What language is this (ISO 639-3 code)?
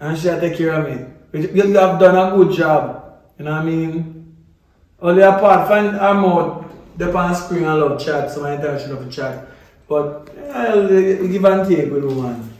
jam